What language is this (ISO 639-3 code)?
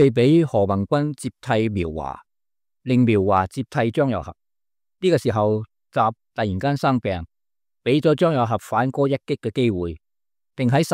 yue